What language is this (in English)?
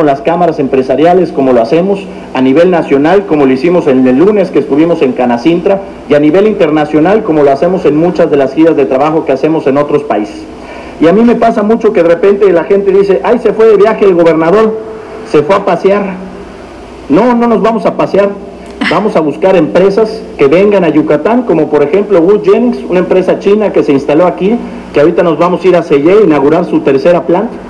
Spanish